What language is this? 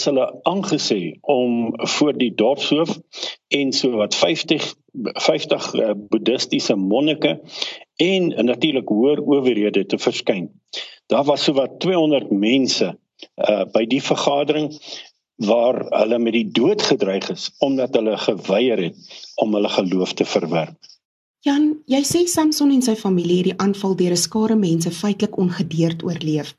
Afrikaans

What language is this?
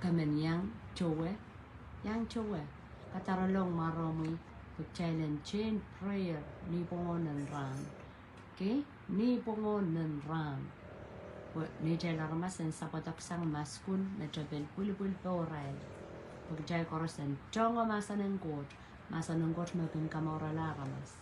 Pohnpeian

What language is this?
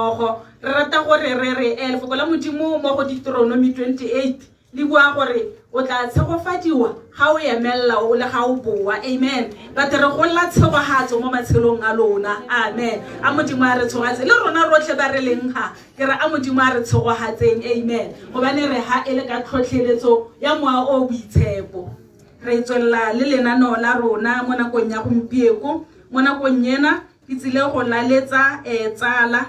Tswana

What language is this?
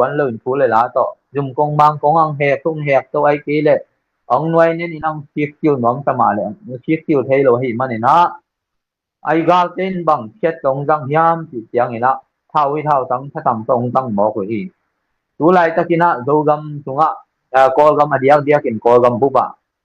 Tedim Chin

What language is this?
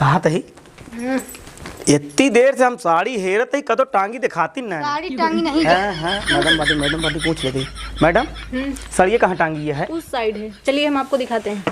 Awadhi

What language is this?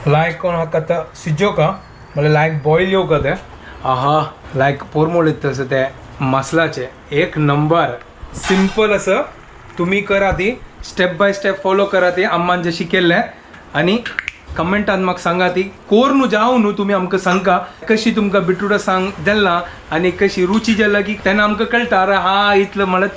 Konkani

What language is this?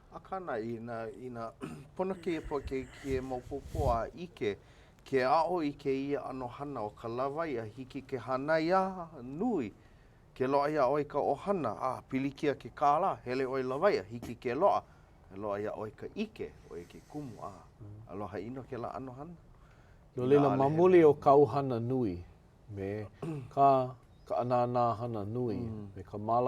Hawaiian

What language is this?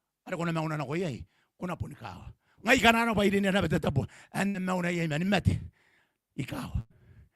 Gilbertese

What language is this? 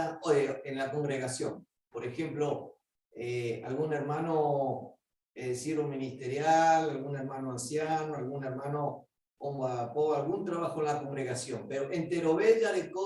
Guarani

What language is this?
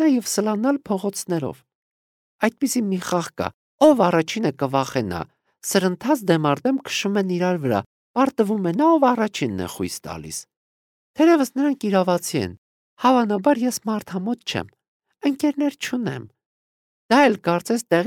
Armenian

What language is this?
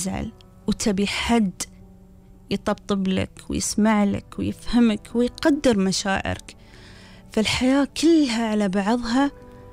Gulf Arabic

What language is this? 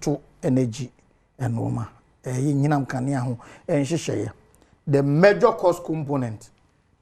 Akan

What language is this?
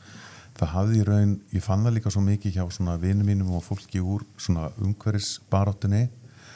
Icelandic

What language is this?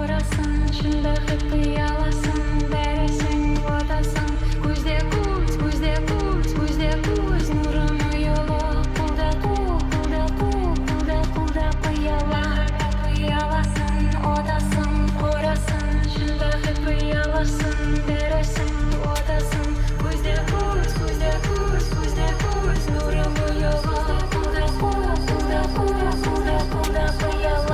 Kara-Kalpak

